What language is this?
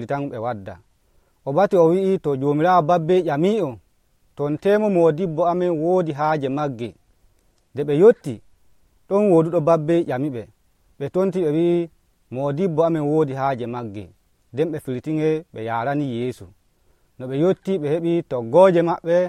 Nigerian Fulfulde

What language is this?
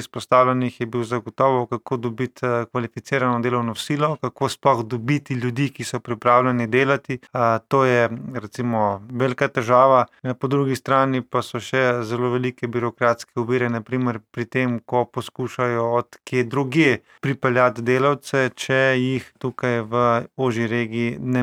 Slovenian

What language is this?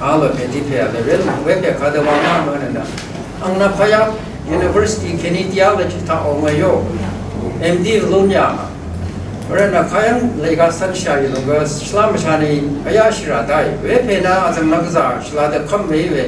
Rawang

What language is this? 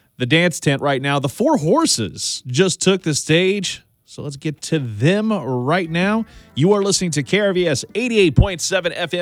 English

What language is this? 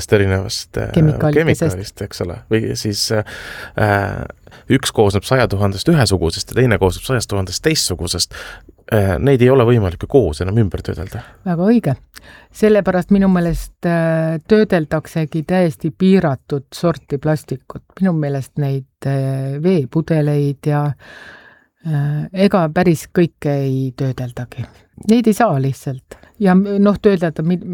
Estonian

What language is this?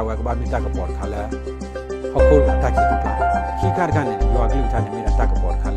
S'gaw Karen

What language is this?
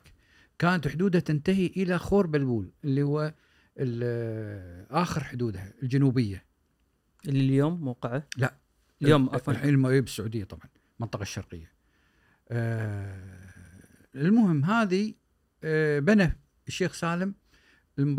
Gulf Arabic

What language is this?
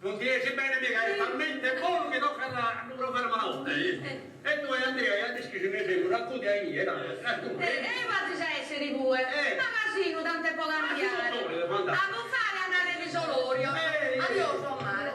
Sardinian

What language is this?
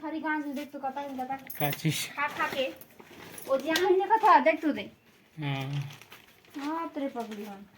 Chhattisgarhi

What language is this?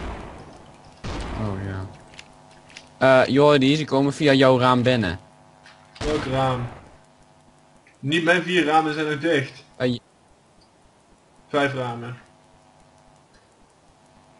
Dutch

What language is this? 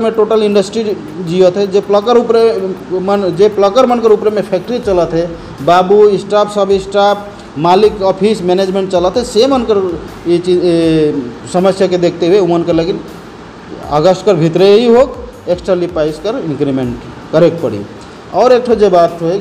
Sadri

